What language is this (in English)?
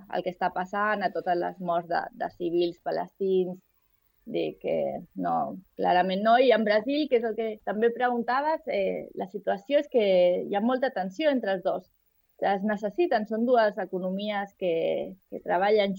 Catalan